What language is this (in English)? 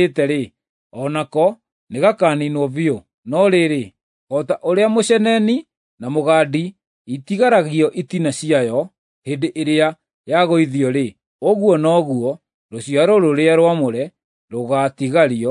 Kikuyu